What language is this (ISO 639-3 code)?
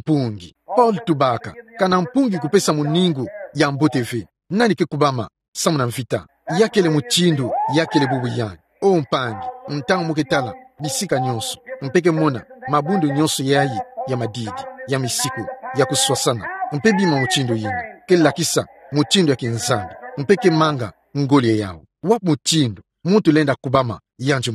ktu